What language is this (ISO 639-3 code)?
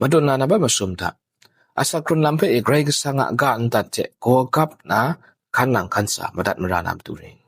kac